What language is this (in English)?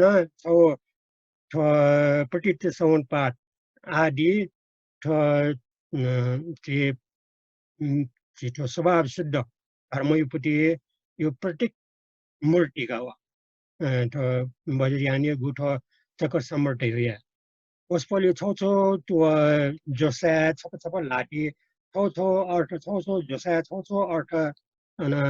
Newari